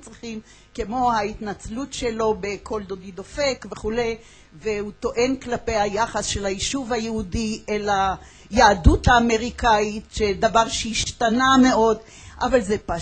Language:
Hebrew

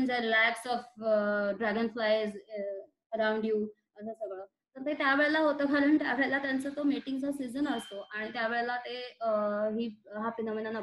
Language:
Marathi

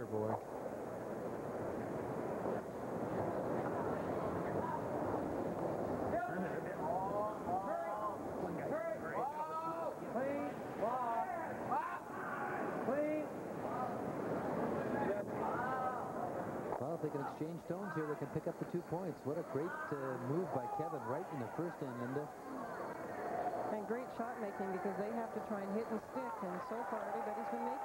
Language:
English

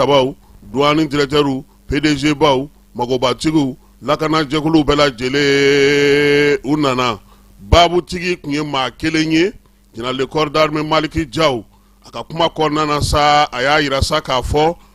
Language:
Bambara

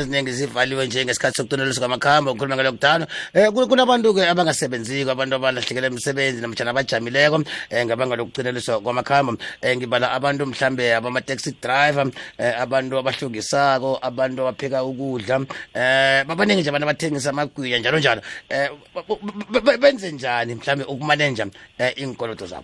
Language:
South Ndebele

